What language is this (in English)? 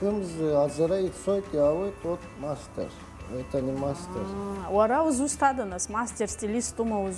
Abkhazian